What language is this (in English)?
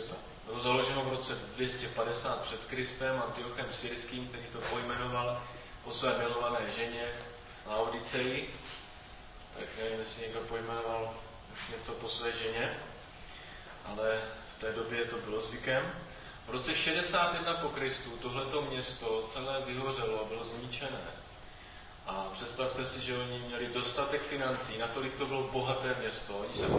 Czech